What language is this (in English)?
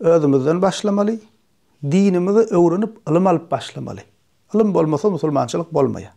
Turkmen